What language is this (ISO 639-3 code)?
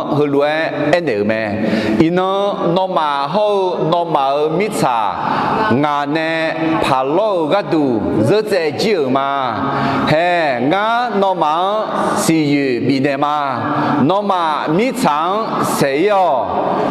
ahk